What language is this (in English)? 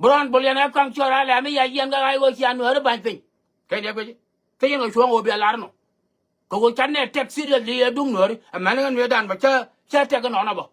Nuer